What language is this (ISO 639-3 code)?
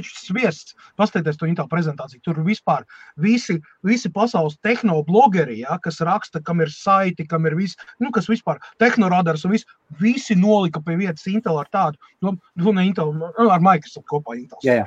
lav